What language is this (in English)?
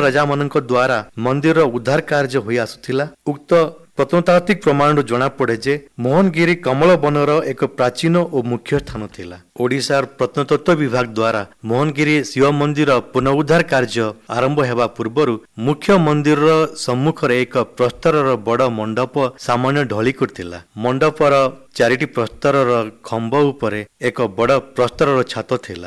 Odia